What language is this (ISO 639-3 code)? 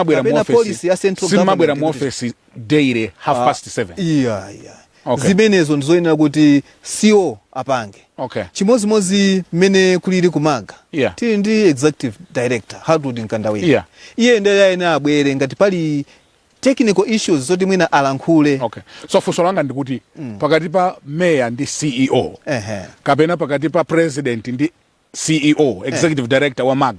nya